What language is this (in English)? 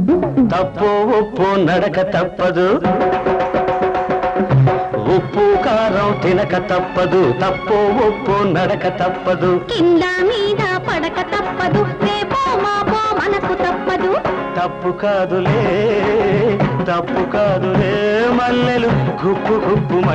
Telugu